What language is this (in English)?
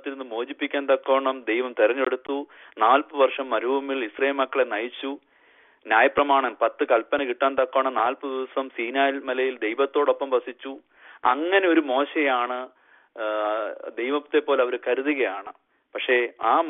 Malayalam